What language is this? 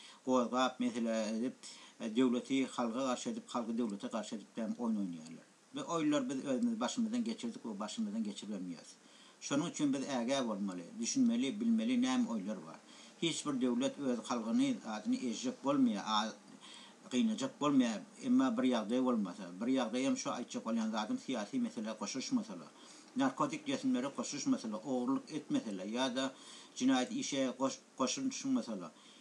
Turkmen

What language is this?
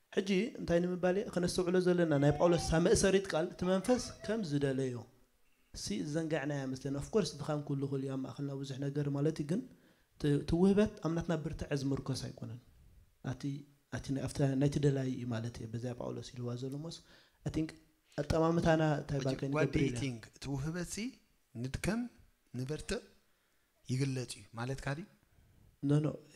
Tigrinya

